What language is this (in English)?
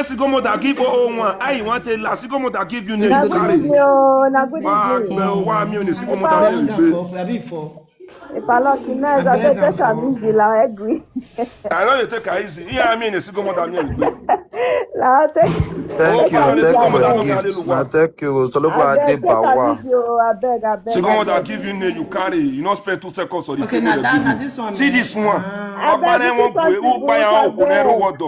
Nigerian Pidgin